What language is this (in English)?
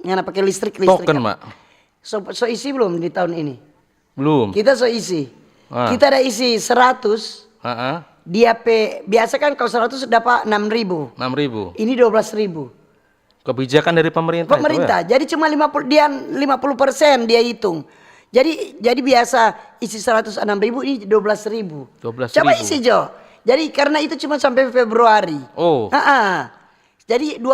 Manado Malay